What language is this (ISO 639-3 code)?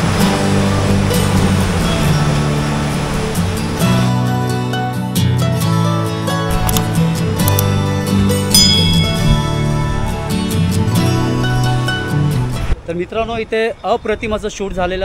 mar